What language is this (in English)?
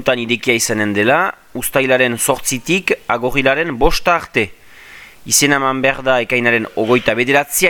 Basque